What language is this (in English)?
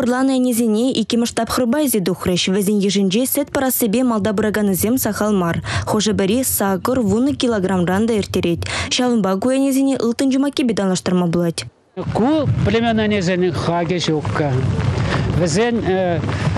Chuvash